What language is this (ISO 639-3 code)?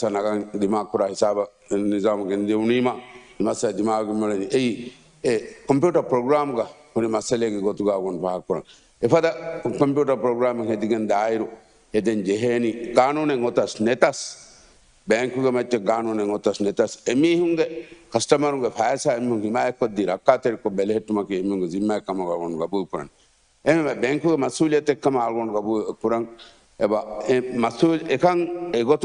div